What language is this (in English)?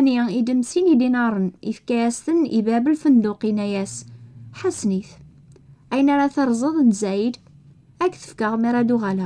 Kabyle